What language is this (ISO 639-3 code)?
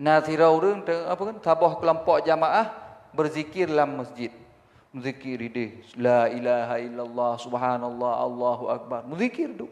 ace